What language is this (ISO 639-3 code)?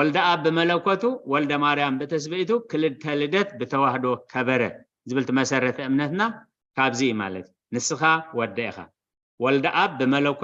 tir